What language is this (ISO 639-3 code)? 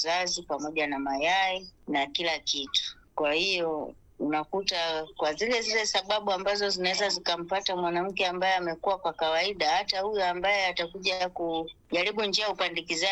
swa